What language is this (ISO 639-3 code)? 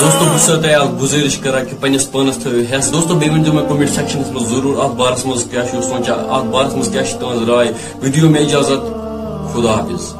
kas